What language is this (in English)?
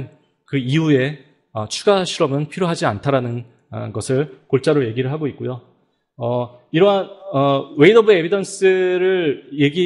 Korean